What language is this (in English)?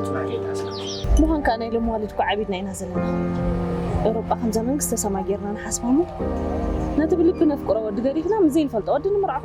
Tigrinya